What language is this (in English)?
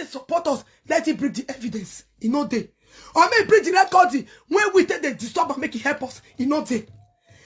Nigerian Pidgin